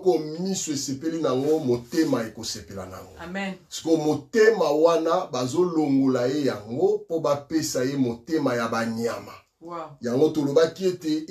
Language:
Lingala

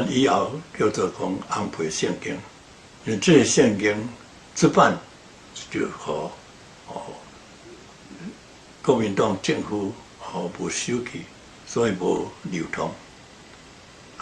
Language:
Min Nan Chinese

